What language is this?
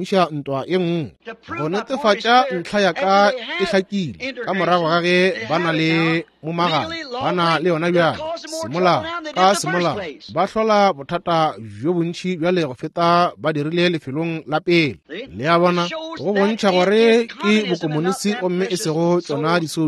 Northern Sotho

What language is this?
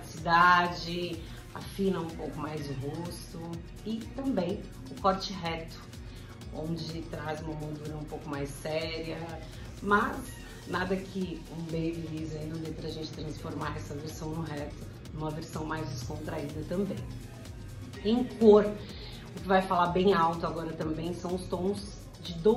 Portuguese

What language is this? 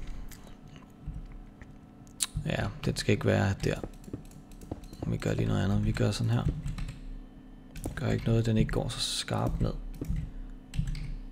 Danish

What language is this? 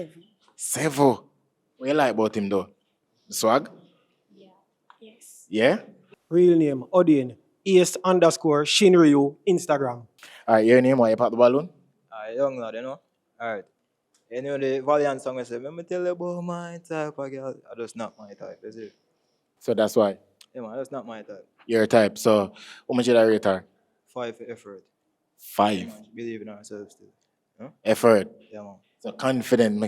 Jamaican Creole English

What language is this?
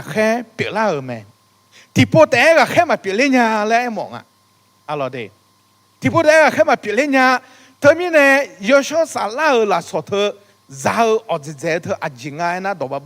Akha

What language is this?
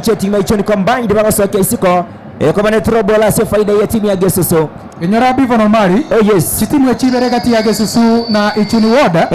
Gusii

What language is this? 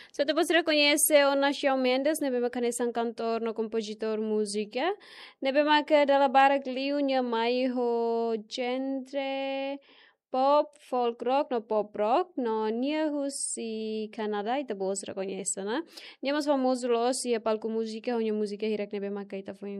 Tetum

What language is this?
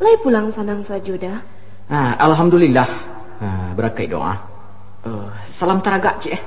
Minangkabau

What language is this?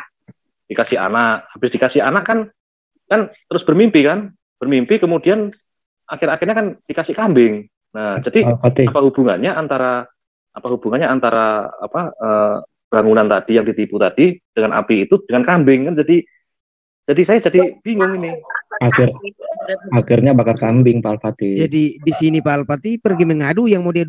Indonesian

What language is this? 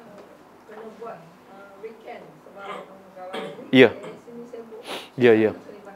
Malay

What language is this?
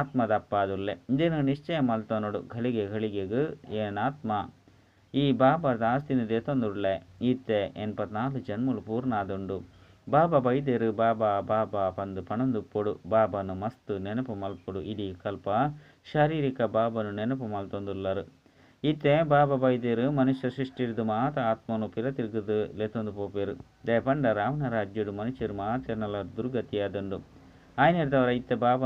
Tulu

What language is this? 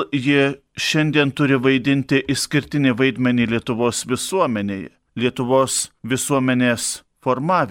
Lithuanian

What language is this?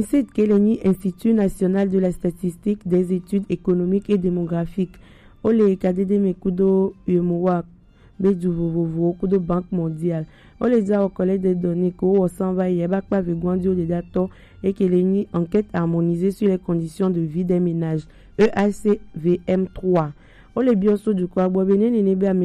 Gen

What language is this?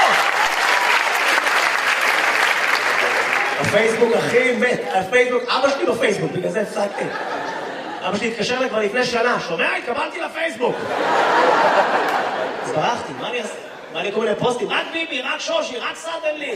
Hebrew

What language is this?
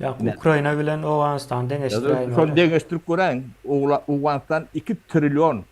Turkmen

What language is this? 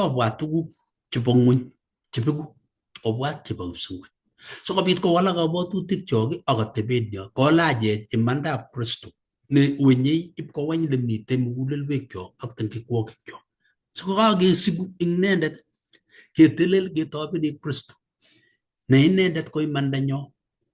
Kalenjin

